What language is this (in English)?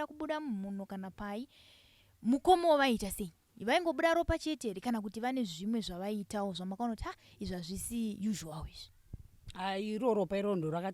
Shona